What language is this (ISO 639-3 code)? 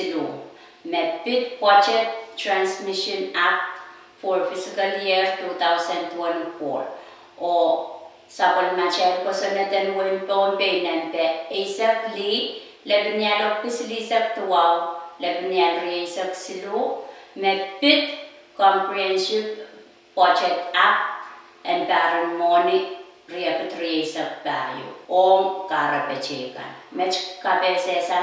pon